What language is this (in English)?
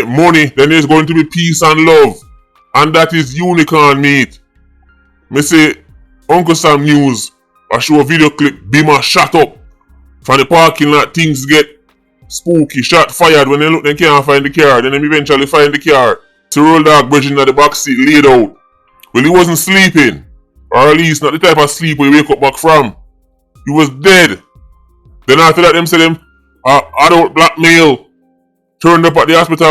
Jamaican Creole English